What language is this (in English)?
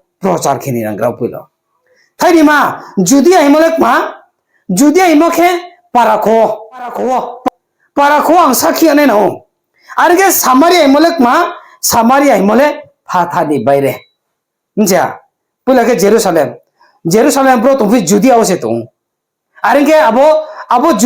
Riang (India)